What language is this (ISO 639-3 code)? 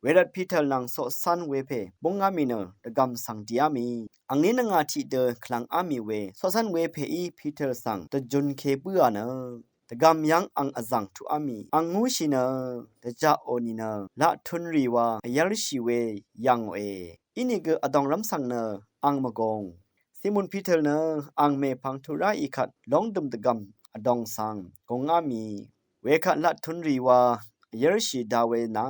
raw